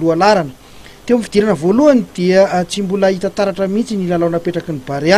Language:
Malagasy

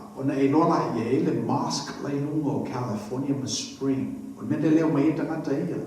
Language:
Samoan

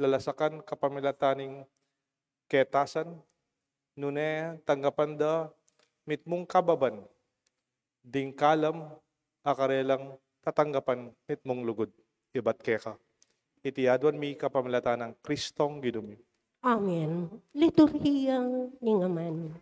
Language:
Pampanga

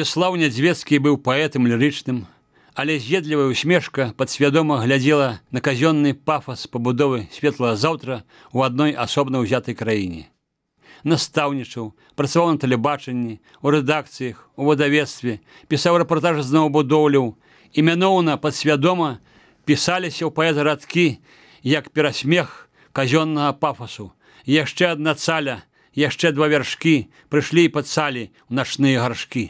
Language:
Belarusian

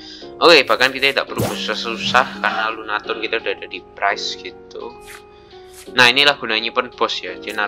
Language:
Indonesian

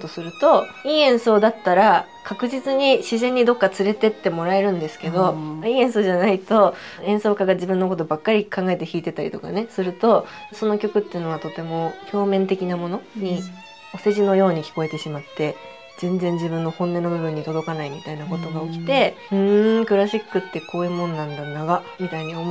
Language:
Japanese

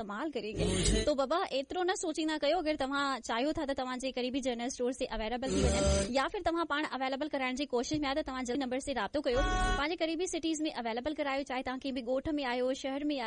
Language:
Sindhi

